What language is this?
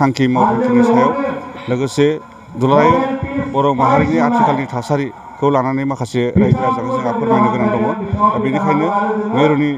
Bodo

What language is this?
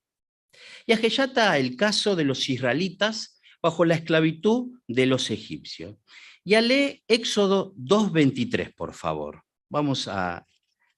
Guarani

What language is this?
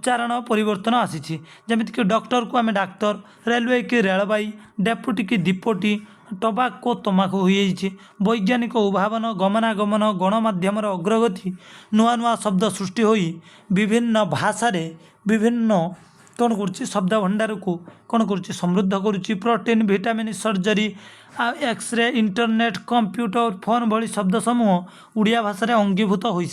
Odia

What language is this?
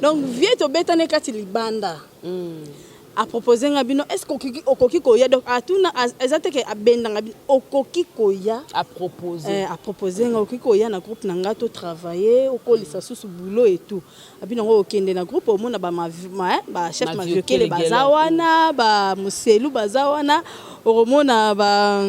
Lingala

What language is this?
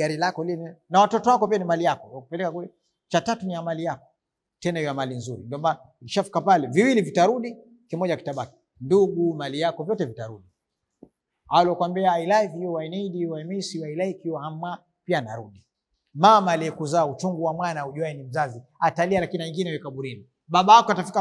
Swahili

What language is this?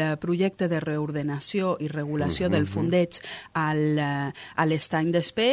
Catalan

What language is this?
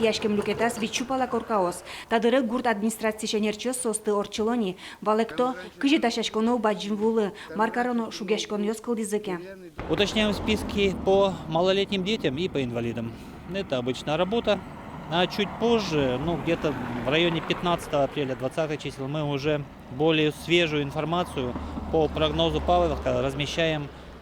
Udmurt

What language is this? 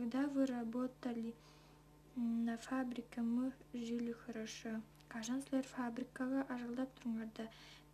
Tuvinian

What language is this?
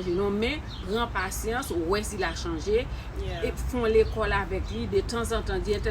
Haitian Creole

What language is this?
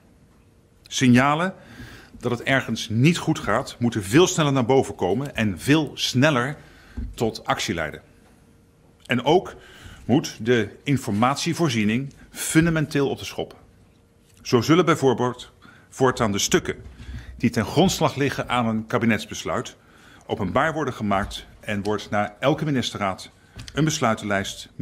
Dutch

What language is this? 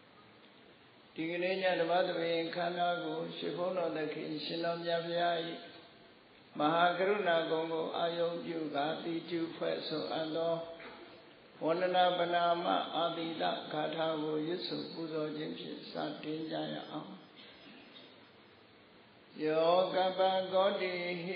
Burmese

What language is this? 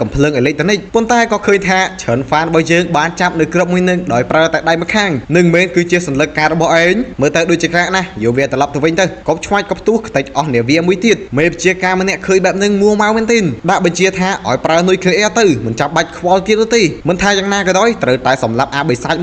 Khmer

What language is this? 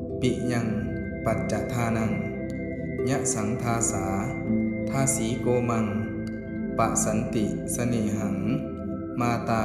Pali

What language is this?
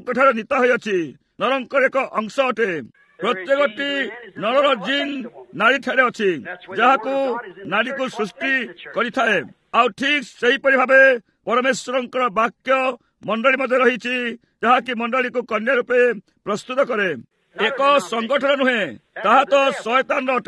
Odia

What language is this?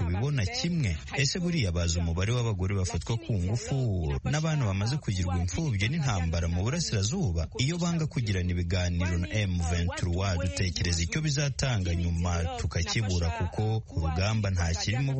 Kinyarwanda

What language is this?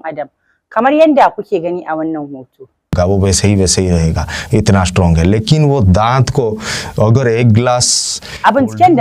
Hausa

